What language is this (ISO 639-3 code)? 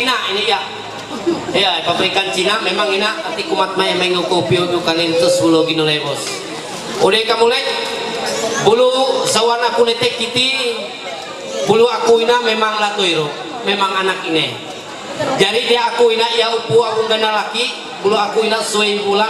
mhy